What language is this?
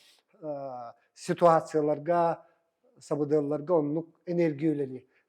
Yakut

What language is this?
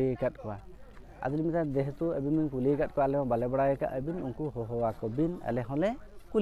Santali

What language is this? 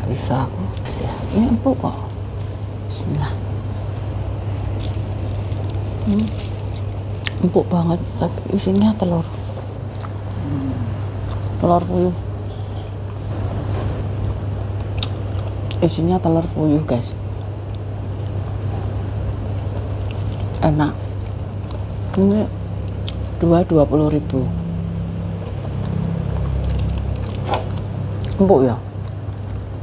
Indonesian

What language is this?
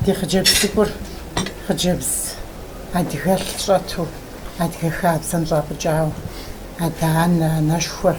Kabardian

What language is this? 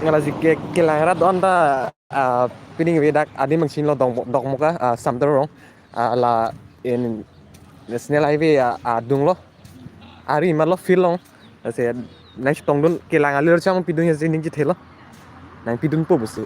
Karbi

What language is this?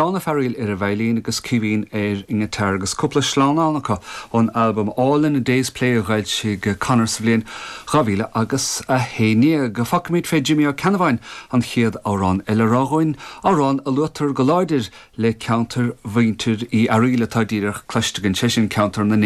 Irish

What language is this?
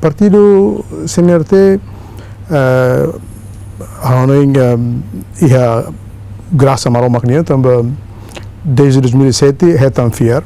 Tetum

